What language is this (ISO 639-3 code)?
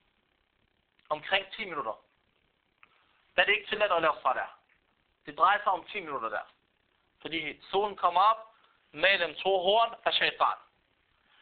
dan